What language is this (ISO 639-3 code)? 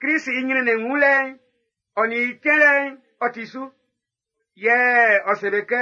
bci